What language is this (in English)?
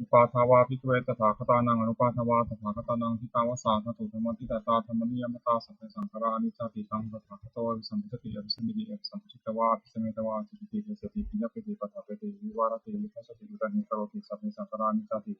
Pali